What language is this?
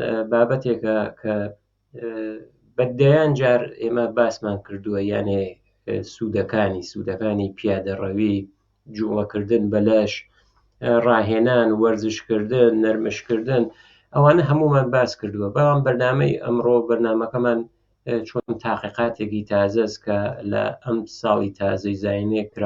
Central Kurdish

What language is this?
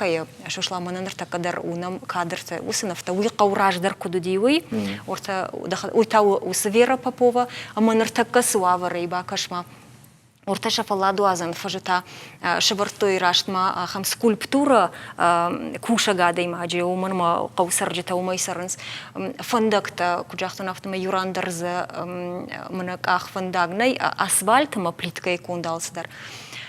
Ossetic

